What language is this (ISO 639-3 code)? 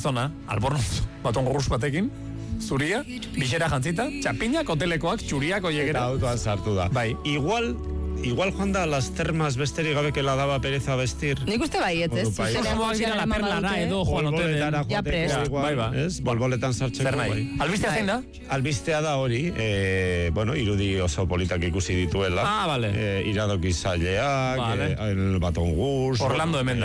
eus